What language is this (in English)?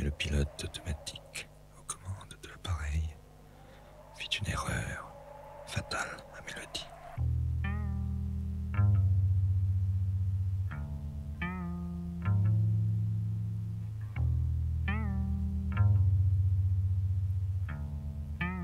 French